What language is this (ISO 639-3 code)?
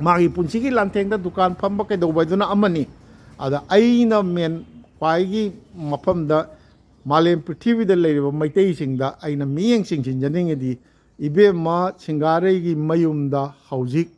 mni